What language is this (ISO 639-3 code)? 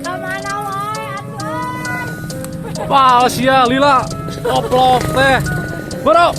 sun